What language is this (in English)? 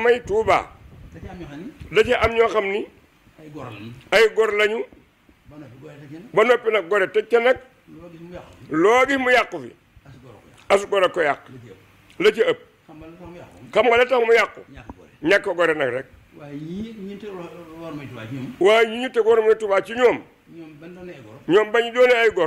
Wolof